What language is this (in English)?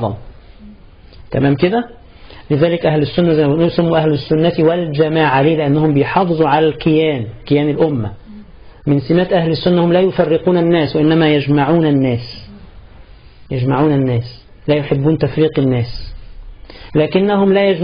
Egyptian Arabic